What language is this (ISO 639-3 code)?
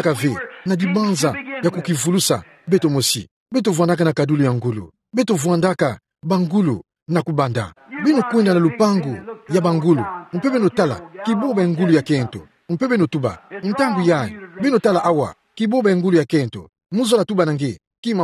ktu